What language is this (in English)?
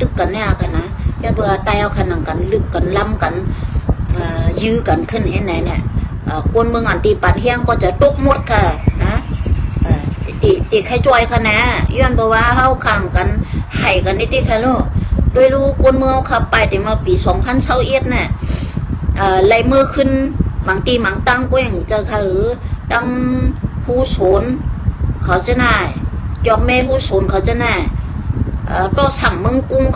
Shan